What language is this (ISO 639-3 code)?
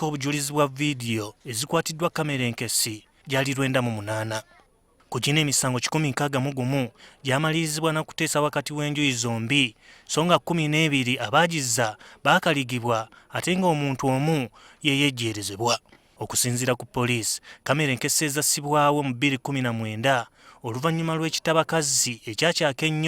lug